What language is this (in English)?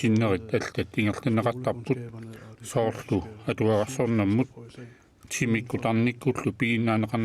Kalaallisut